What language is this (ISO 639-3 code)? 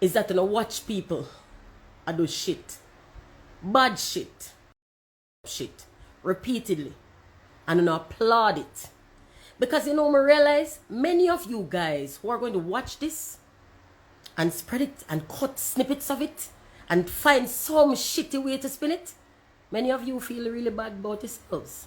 jam